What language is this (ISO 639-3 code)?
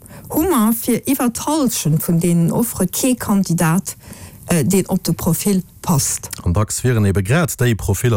ltz